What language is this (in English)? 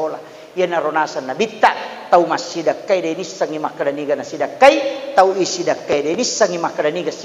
Buginese